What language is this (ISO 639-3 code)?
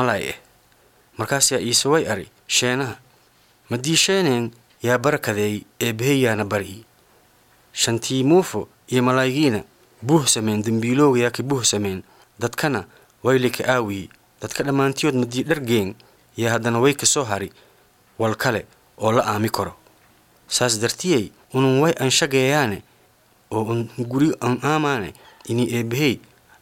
som